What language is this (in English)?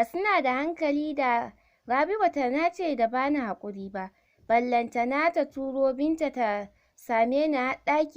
Hausa